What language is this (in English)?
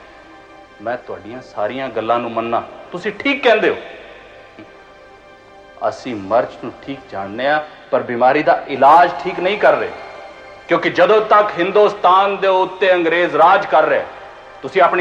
Punjabi